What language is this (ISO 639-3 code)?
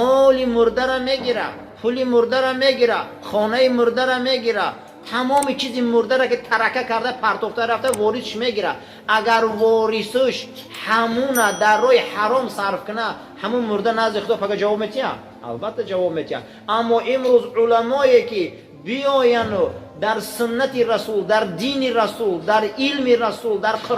tgk